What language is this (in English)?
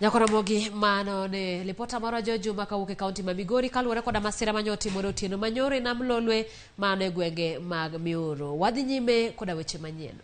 Luo (Kenya and Tanzania)